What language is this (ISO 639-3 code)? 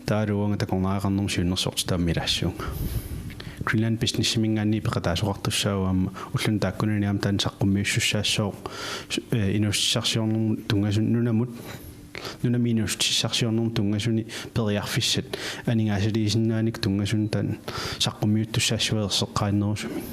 kal